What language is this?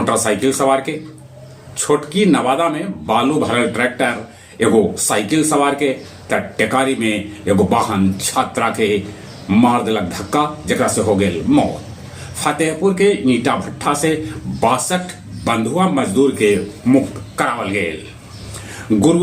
Magahi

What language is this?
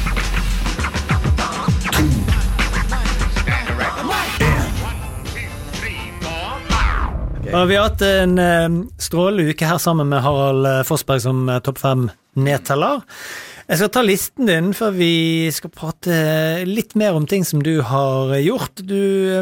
Norwegian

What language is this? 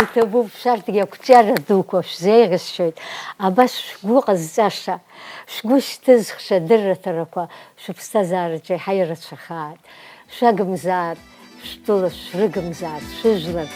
Abkhazian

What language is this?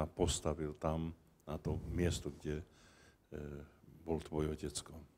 Slovak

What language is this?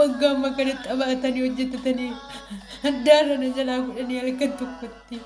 Oromo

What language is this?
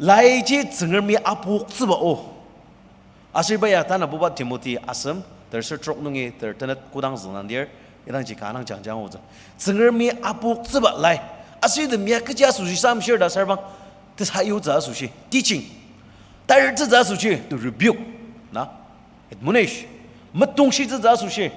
Ao Naga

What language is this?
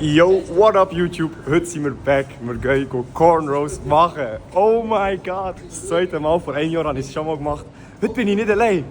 Swiss German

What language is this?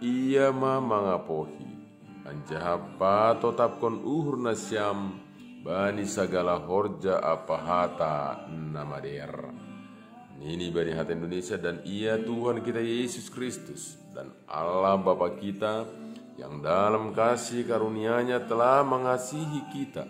Batak Simalungun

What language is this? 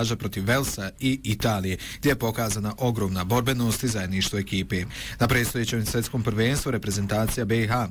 Bosnian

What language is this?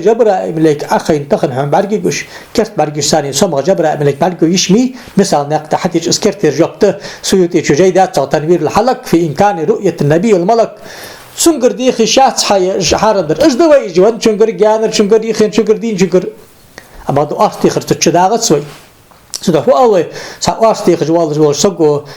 Ingush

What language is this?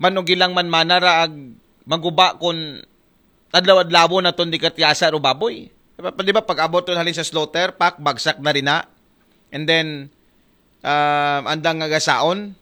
Aklanon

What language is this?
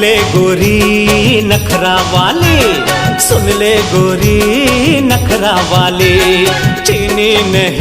Chhattisgarhi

